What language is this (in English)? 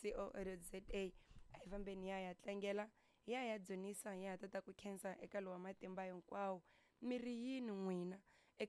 Tsonga